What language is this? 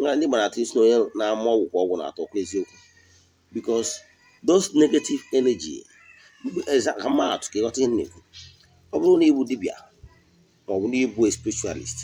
Igbo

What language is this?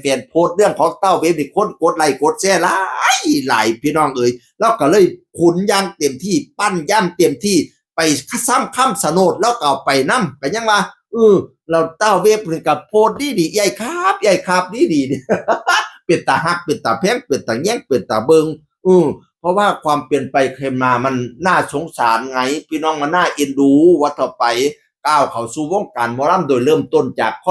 Northeastern Thai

